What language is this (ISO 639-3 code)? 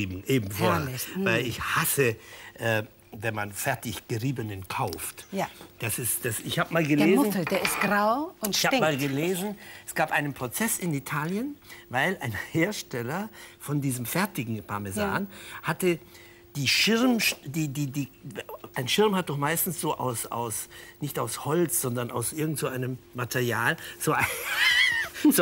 deu